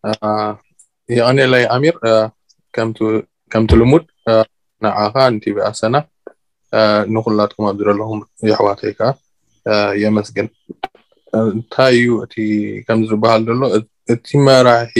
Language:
Tigrinya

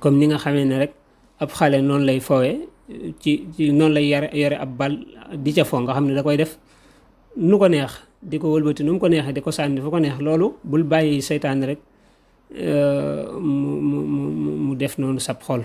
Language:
Wolof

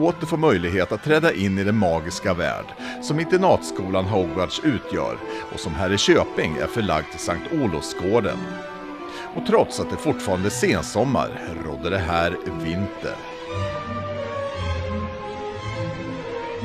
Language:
Swedish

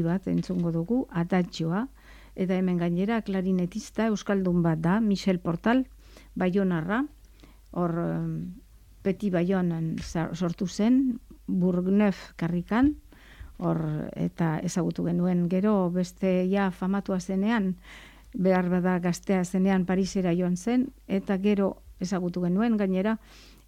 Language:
Basque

